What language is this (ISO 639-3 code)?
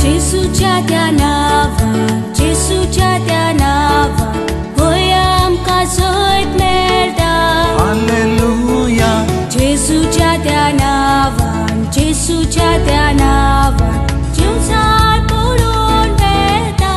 kok